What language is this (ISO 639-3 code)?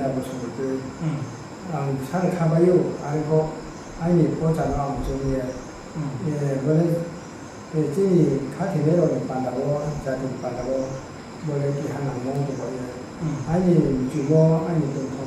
ria